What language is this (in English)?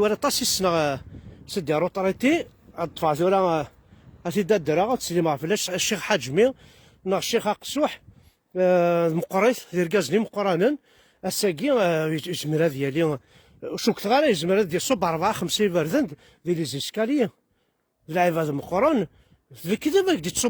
Kabyle